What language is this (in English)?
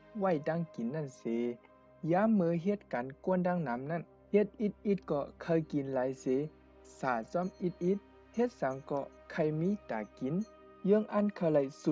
Shan